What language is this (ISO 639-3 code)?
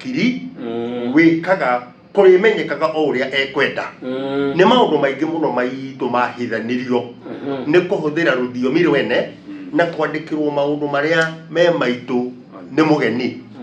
kik